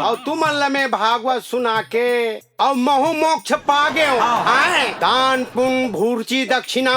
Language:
Chhattisgarhi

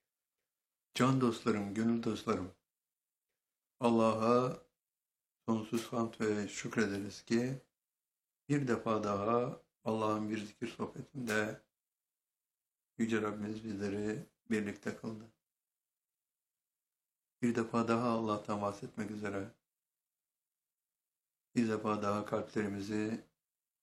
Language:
Turkish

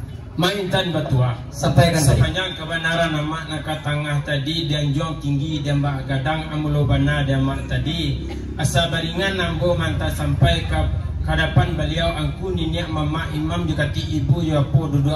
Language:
Minangkabau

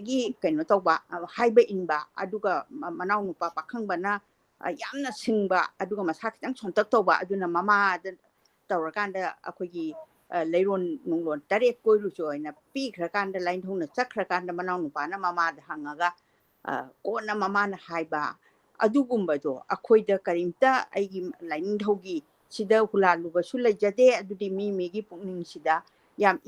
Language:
Manipuri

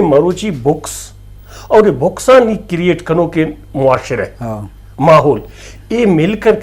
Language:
Eastern Balochi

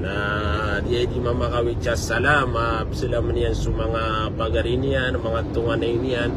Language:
Maranao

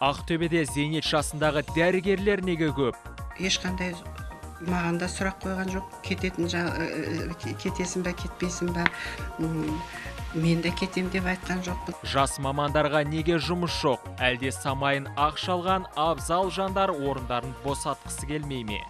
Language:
Kazakh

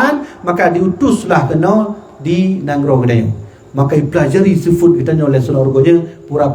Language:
Achinese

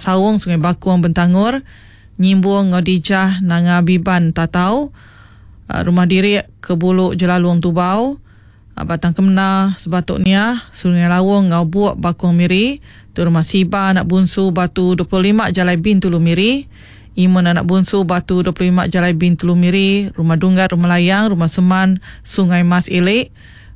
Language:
Iban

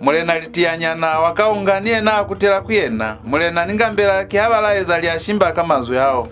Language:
Lozi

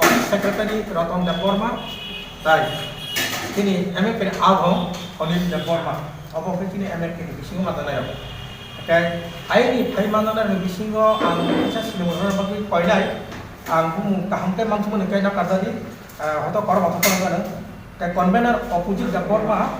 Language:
Kok Borok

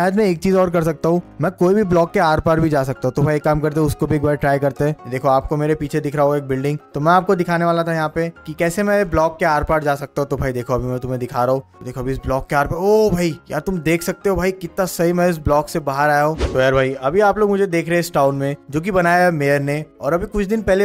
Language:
Hindi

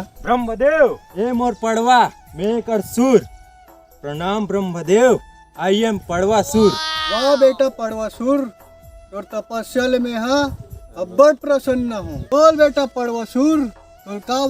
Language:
Chhattisgarhi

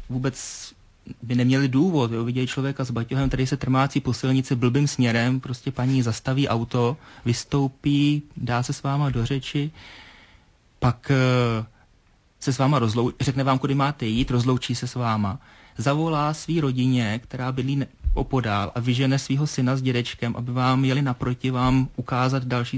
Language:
Czech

